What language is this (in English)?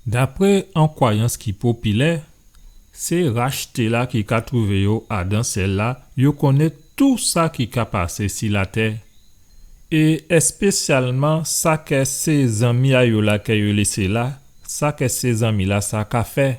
Guadeloupean Creole French